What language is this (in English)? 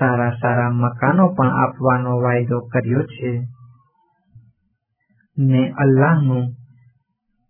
Gujarati